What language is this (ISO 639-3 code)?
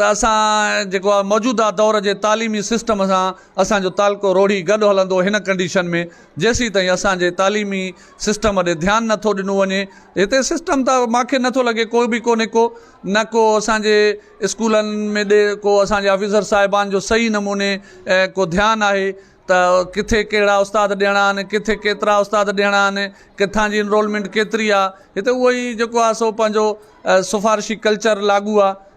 snd